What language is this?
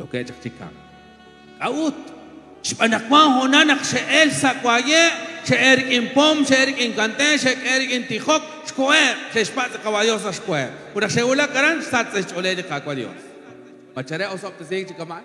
Kekchí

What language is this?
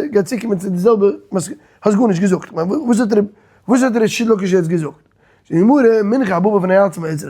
Yiddish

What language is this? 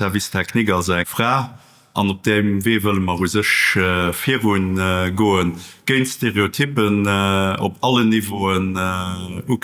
Luxembourgish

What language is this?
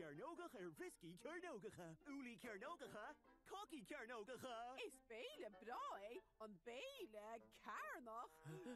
Irish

